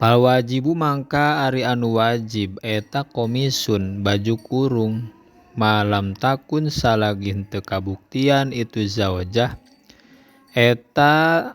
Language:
Sundanese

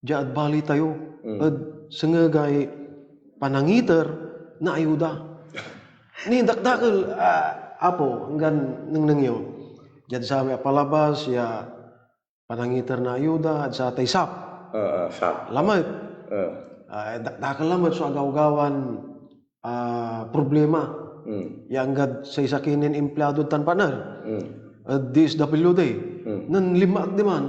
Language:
Pangasinan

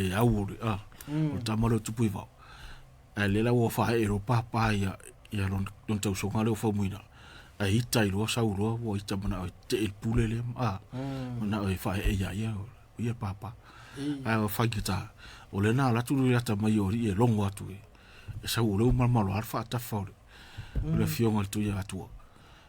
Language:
Samoan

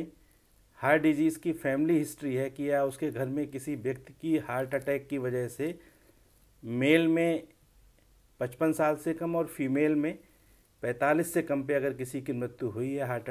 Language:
Hindi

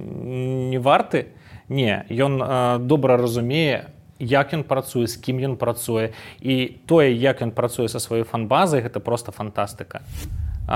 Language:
Belarusian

